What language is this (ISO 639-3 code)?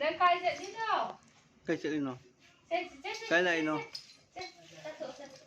mni